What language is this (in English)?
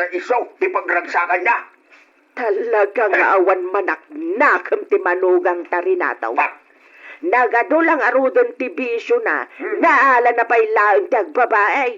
Iloko